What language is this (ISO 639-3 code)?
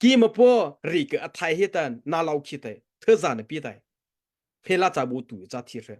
mrh